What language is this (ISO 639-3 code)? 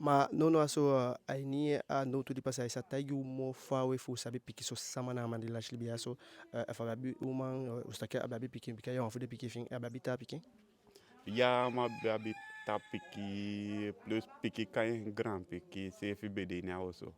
djk